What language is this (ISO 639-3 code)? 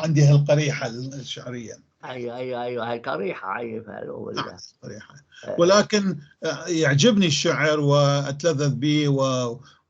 apc